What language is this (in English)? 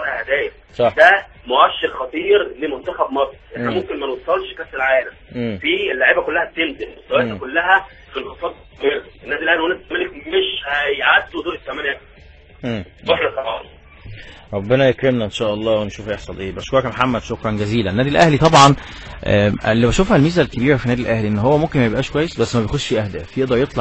Egyptian Arabic